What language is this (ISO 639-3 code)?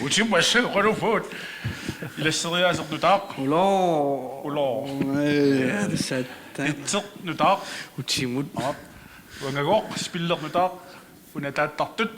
kal